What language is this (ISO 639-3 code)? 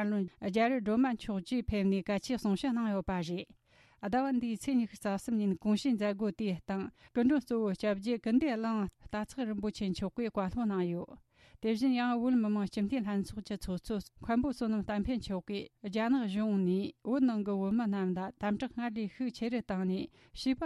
bod